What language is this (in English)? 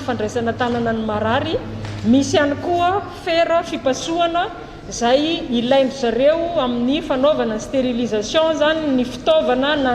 Malagasy